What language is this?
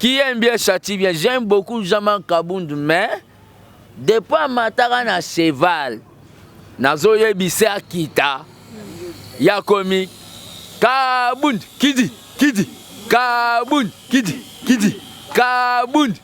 Lingala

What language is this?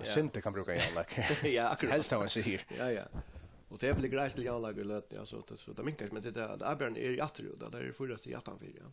Faroese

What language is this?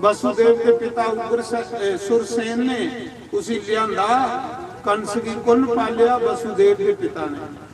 Dogri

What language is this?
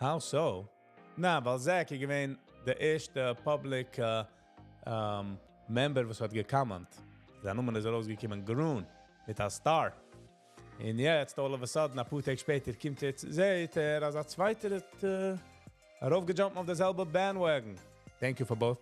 Yiddish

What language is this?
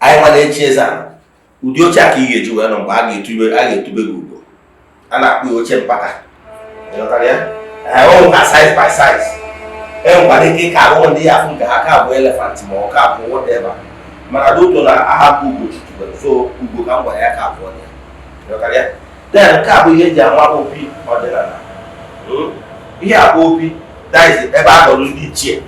Igbo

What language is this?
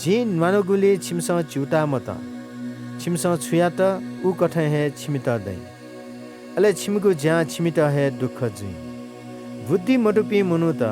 Newari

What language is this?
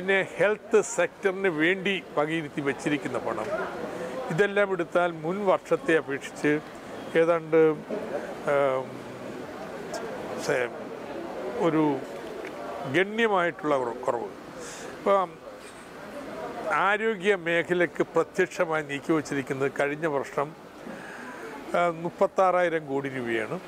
Malayalam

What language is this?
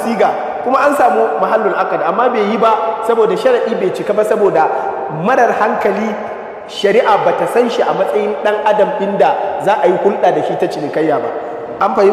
Hausa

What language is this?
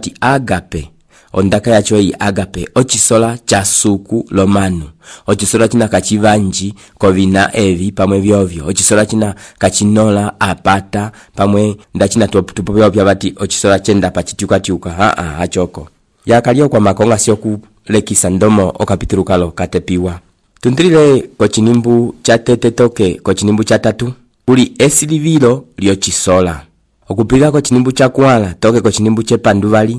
Umbundu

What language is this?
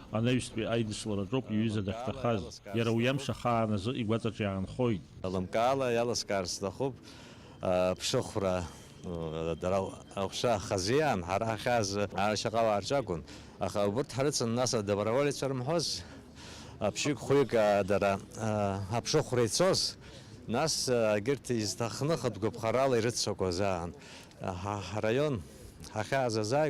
Abkhazian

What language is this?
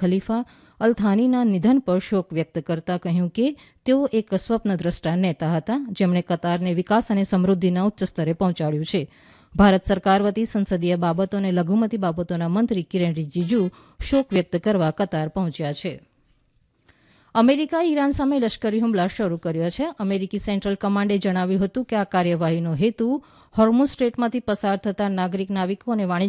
Gujarati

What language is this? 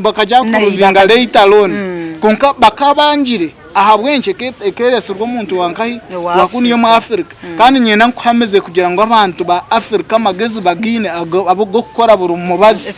Nyankole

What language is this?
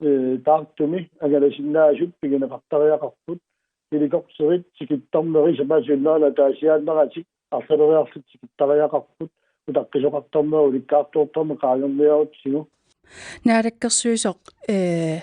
Kalaallisut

